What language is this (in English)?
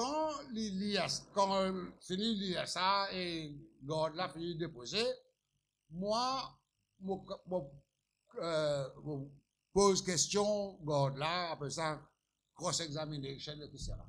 Morisyen